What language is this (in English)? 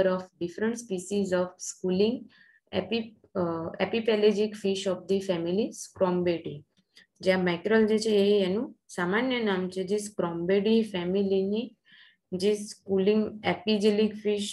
Gujarati